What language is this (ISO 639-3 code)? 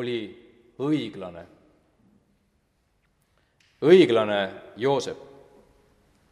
est